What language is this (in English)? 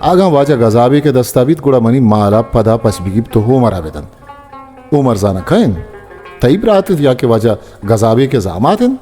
Baluchi